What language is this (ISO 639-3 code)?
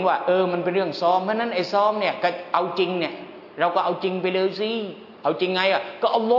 tha